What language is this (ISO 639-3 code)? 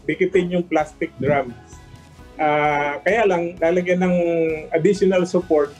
fil